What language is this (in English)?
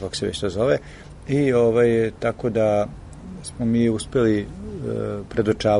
Serbian